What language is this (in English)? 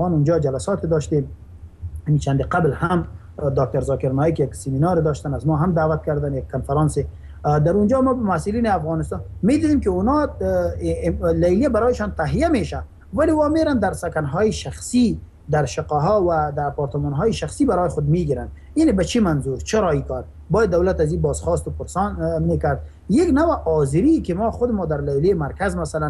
Persian